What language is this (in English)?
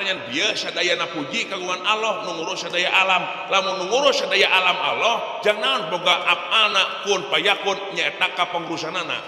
Sundanese